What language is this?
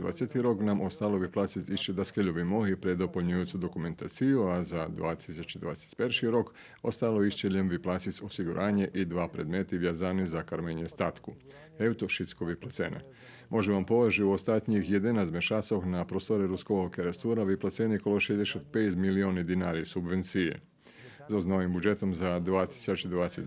Rusyn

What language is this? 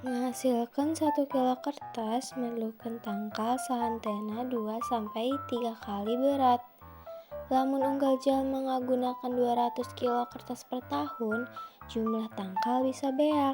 Sundanese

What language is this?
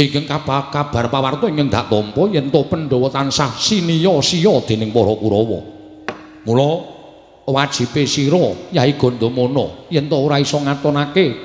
Javanese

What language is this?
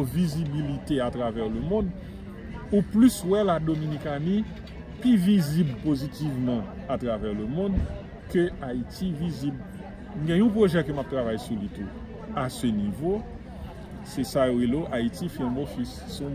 Haitian Creole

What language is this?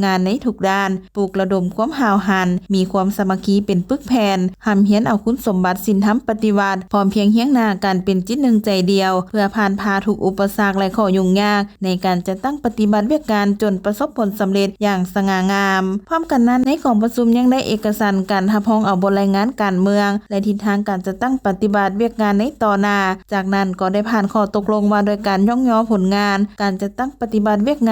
Lao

